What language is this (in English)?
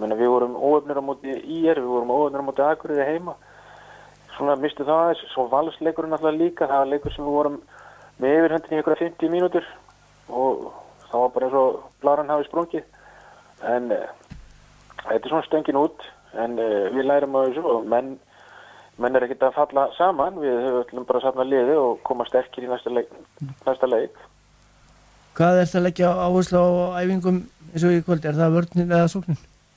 Icelandic